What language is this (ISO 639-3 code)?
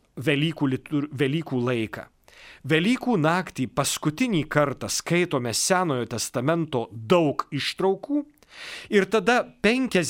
lit